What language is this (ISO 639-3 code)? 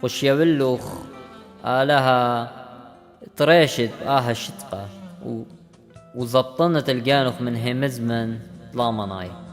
aii